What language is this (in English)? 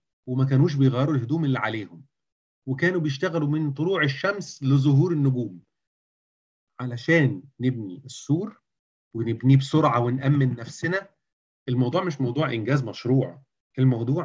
Egyptian Arabic